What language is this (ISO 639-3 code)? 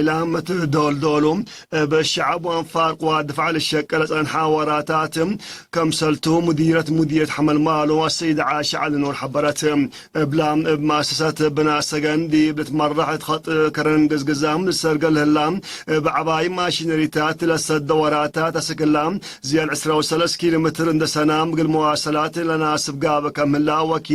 tig